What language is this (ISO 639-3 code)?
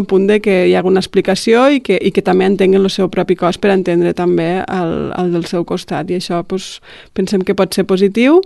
cat